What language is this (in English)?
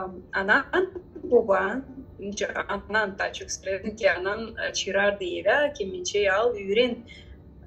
Gagauz